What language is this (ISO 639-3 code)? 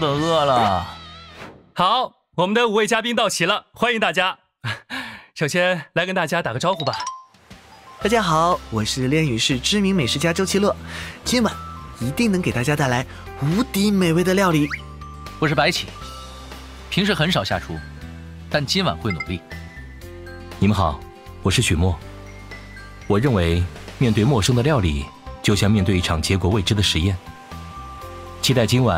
zho